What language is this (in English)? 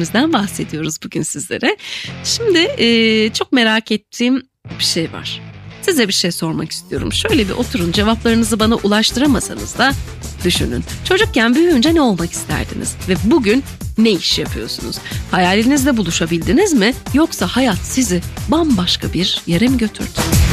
Turkish